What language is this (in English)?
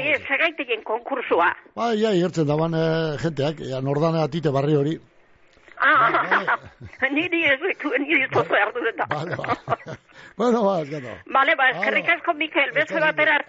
Basque